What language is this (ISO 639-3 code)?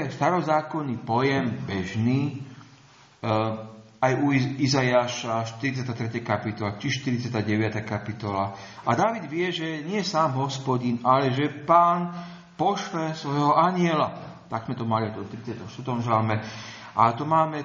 slk